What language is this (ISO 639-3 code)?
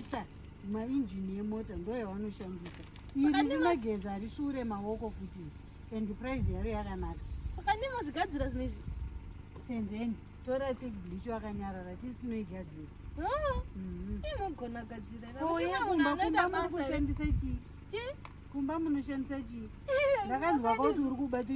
sna